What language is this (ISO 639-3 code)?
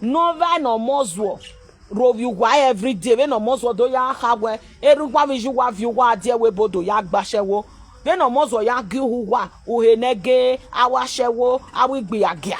pcm